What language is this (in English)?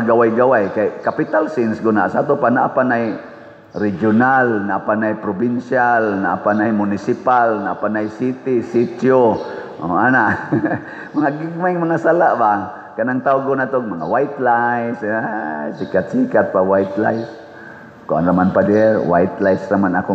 Cebuano